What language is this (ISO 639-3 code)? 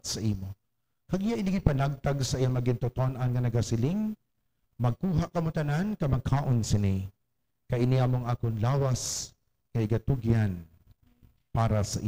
hil